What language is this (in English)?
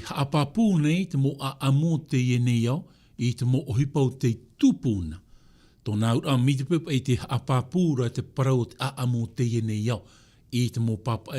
Tahitian